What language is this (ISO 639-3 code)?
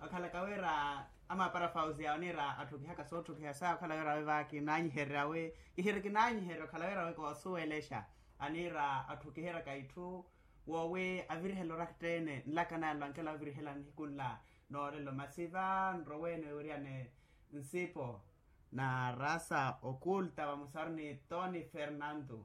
vmw